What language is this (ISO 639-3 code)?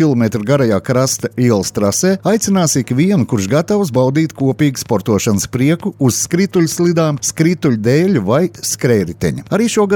lav